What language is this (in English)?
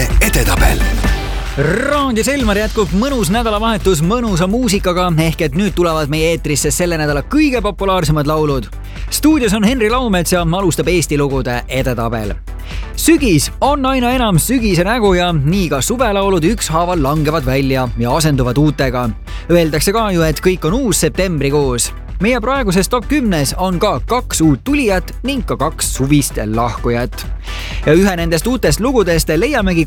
Estonian